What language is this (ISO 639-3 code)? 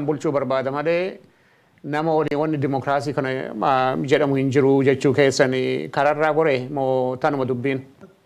orm